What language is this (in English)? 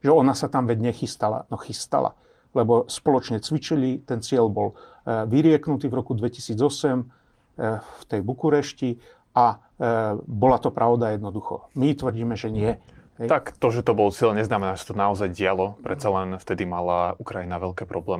Slovak